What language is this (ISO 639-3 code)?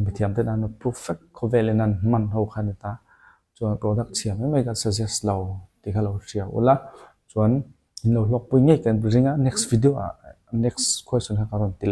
lus